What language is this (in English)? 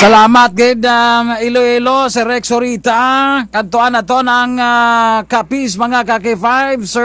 Kinaray-a